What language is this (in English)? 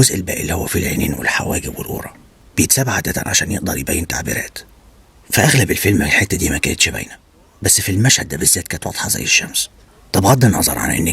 Egyptian Arabic